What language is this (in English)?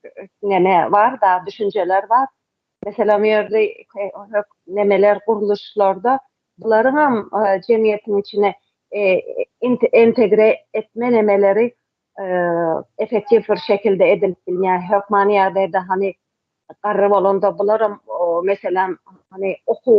Turkmen